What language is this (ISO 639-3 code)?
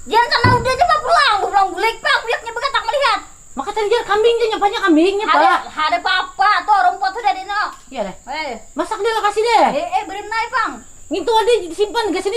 bjn